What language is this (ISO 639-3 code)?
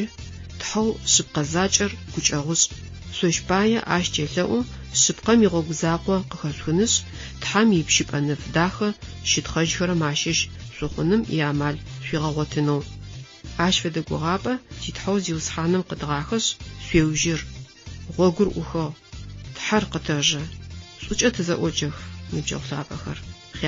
ady